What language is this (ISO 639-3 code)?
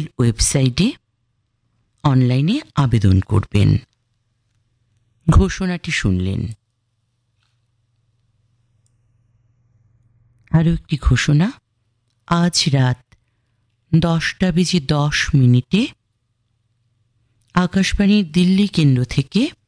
ben